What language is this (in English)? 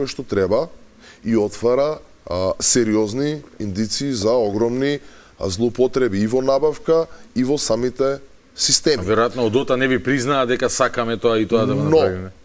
Macedonian